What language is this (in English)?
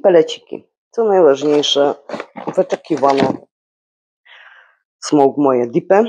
Polish